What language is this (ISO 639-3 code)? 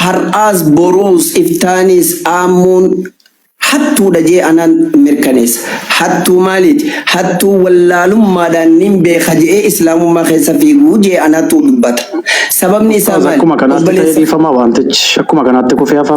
orm